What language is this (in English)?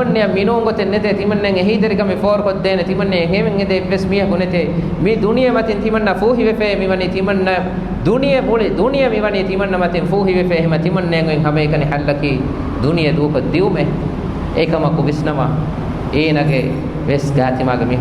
Divehi